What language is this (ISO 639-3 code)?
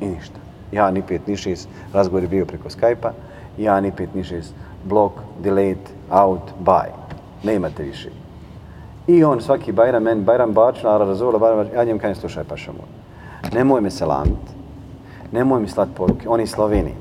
bos